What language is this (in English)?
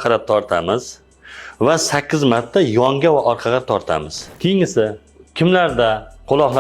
Uzbek